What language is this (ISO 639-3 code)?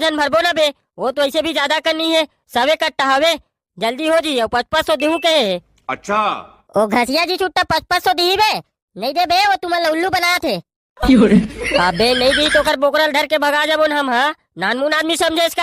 hne